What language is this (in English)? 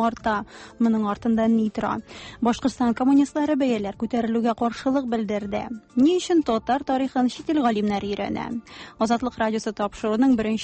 Tatar